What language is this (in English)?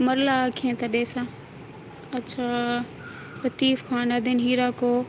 Saraiki